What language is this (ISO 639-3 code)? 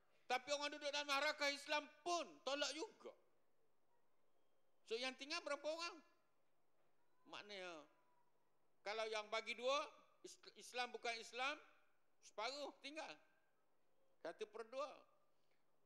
msa